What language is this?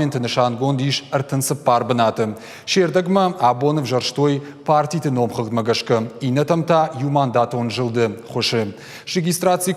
Ossetic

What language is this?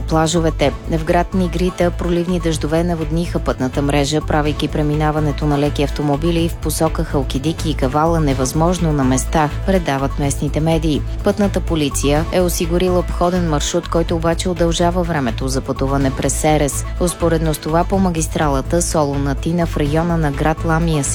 Bulgarian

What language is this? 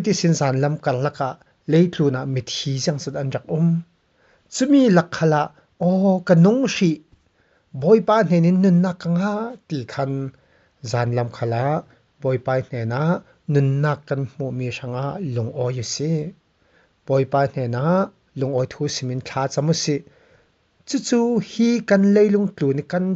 Falam Chin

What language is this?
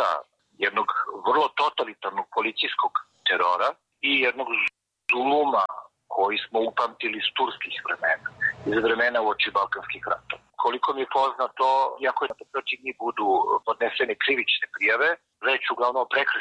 Serbian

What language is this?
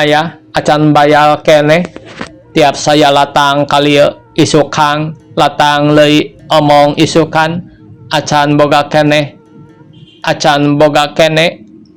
Sundanese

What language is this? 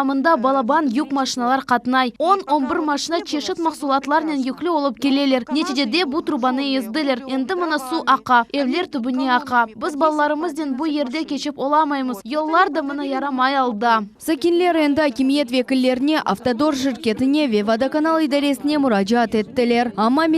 Crimean Tatar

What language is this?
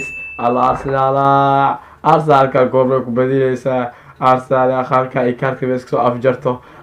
Somali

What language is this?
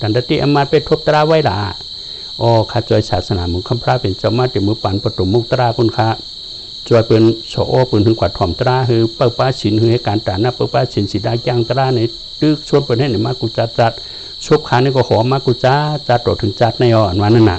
Shan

